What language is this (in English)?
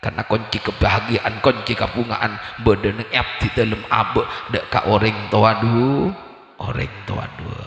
Madurese